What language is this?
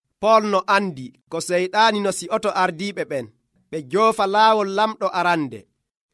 Nigerian Fulfulde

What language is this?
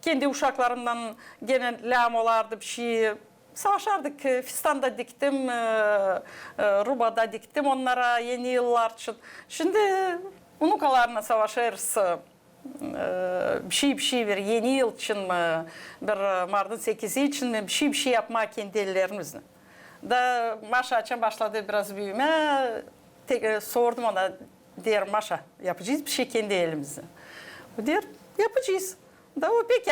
Gagauz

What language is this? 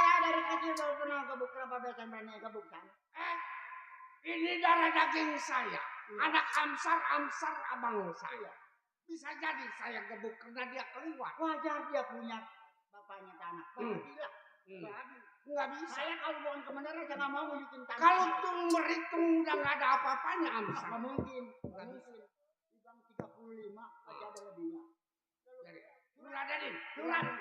Betawi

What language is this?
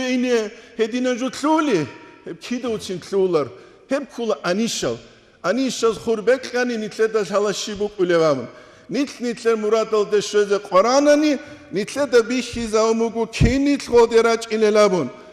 Avaric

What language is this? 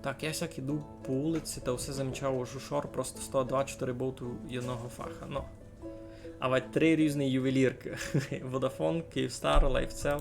Rusyn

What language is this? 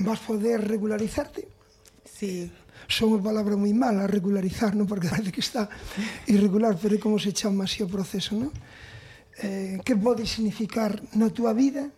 Galician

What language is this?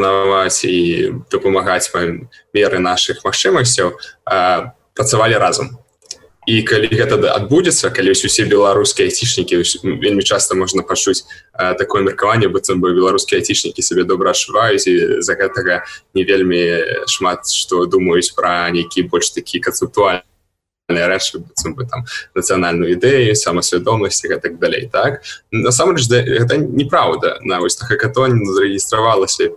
Belarusian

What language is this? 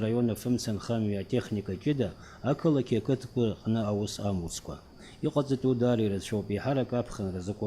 Abkhazian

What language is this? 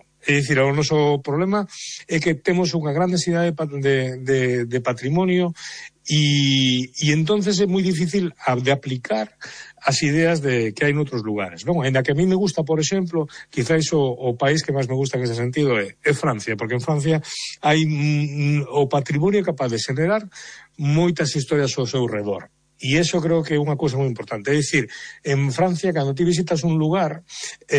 Galician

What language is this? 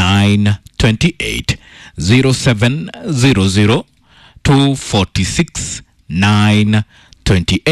Kikuyu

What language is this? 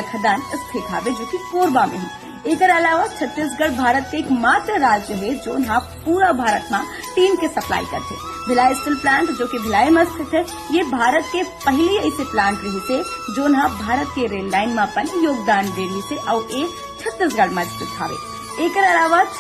Chhattisgarhi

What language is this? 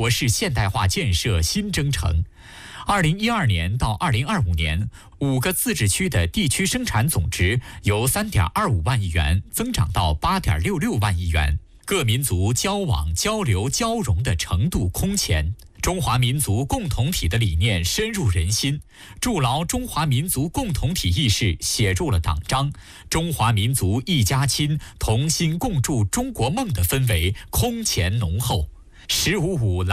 Chinese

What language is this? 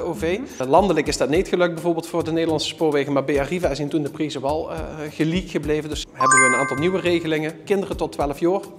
Limburgish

